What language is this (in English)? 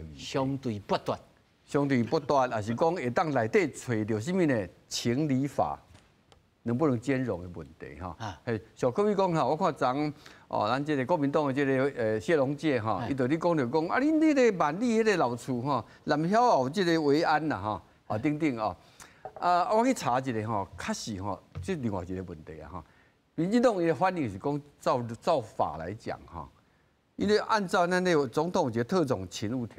Min Nan Chinese